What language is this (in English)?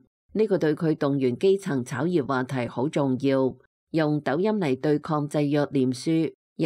Cantonese